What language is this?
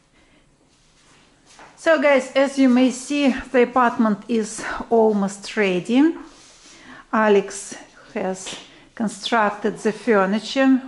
English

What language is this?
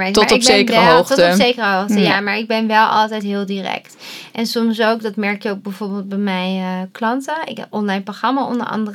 Dutch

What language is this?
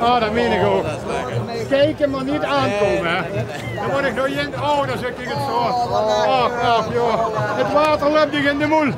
Limburgish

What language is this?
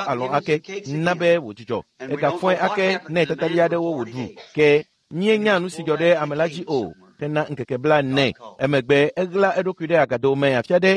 Ewe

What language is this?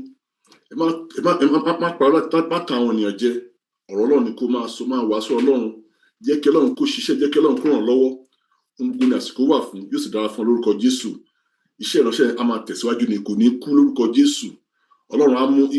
Yoruba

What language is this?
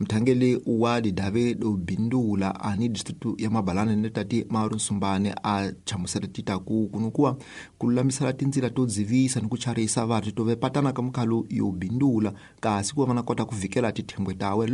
Tsonga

